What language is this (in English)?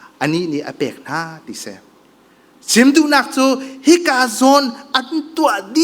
Hakha Chin